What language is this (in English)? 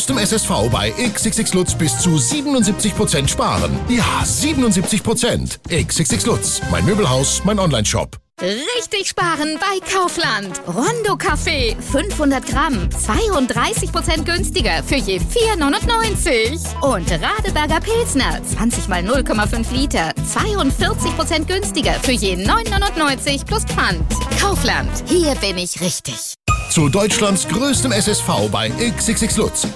German